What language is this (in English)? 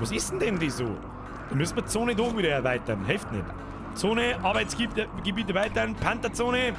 Bavarian